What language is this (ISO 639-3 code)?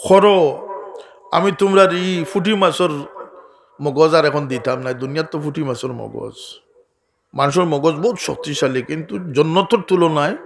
syl